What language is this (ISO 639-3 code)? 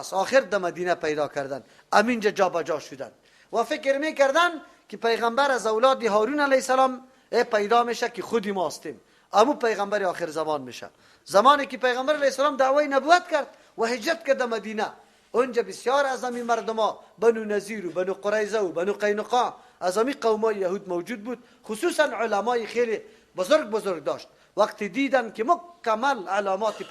fas